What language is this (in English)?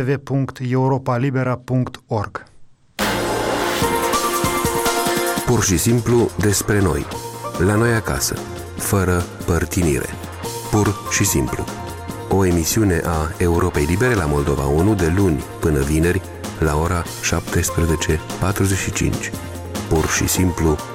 Romanian